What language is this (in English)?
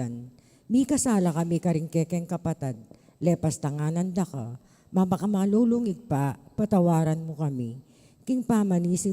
Pampanga